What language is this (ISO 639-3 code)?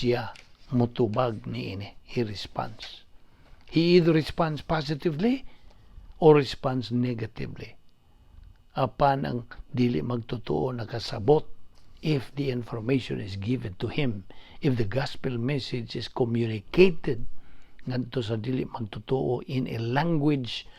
ceb